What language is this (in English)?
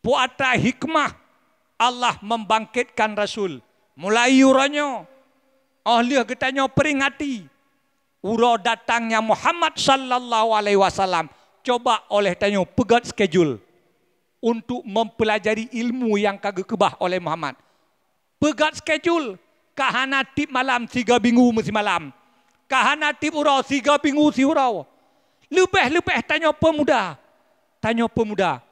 Achinese